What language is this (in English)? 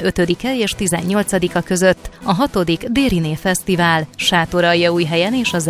Hungarian